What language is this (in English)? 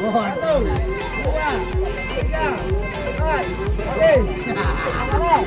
Minangkabau